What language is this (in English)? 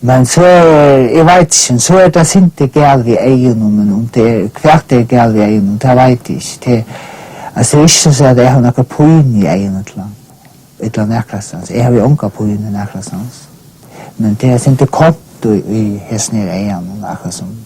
Faroese